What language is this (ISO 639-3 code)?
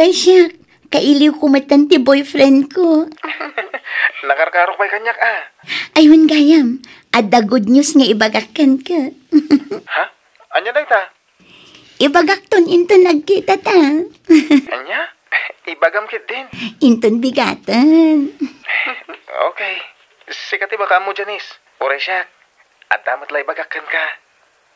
ilo